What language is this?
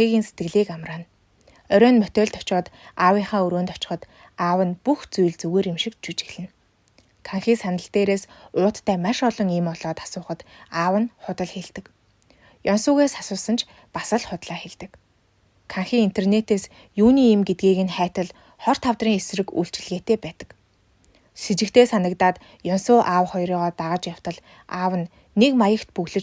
Mongolian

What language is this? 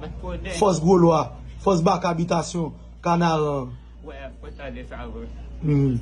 Haitian Creole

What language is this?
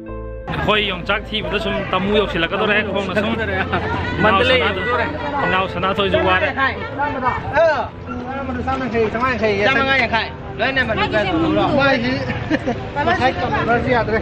Manipuri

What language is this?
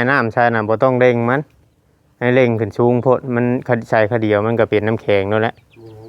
Northeastern Thai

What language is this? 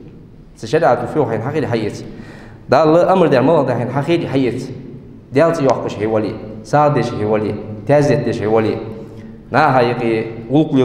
Ingush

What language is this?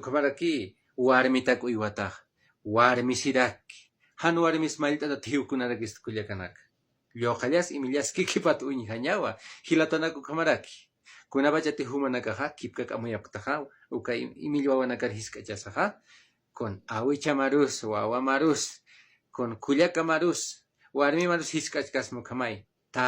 Aymara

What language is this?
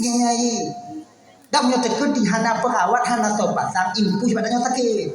Achinese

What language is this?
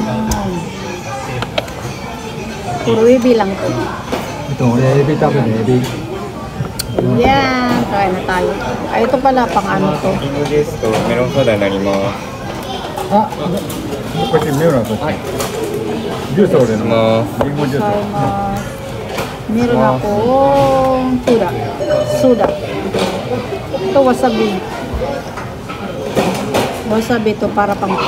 Filipino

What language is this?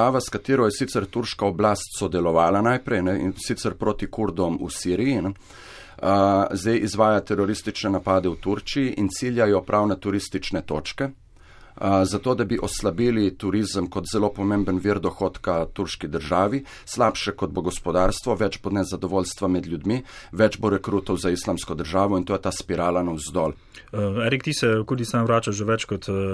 Slovenian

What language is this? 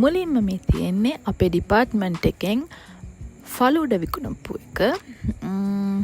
Sinhala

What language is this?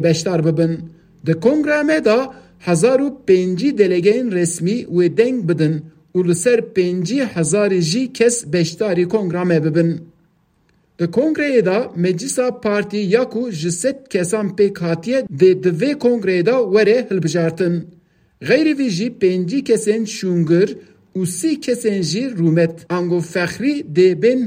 Kurdish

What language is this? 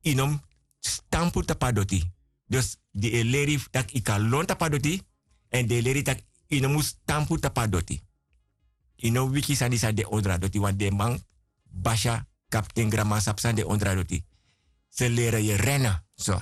Sranan Tongo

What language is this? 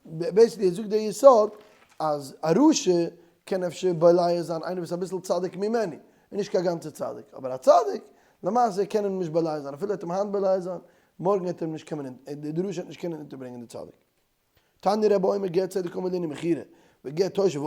Yiddish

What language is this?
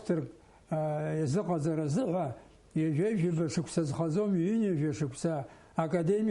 Abkhazian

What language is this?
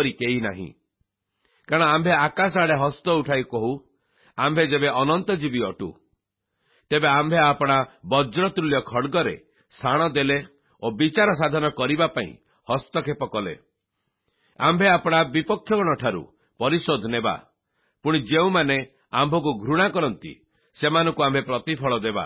Odia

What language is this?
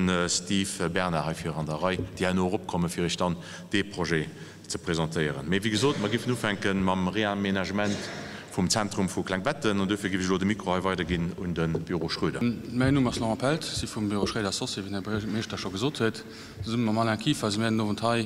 Luxembourgish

